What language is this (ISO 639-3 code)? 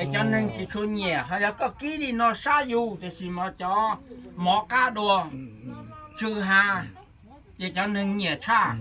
hmn